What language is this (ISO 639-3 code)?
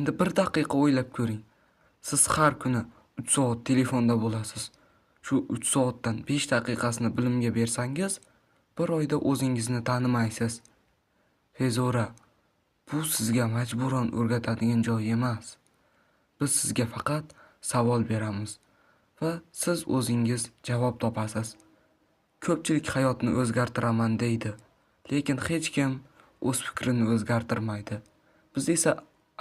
uzb